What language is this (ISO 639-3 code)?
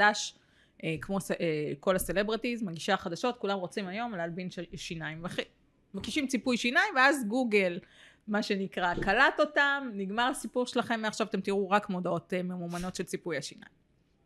heb